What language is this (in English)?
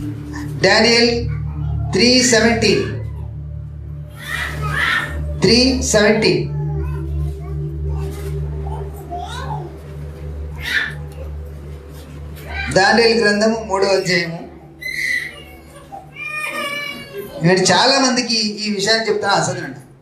Telugu